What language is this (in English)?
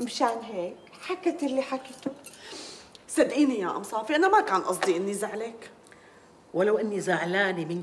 North Levantine Arabic